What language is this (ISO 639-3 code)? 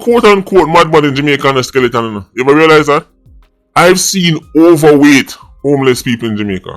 jam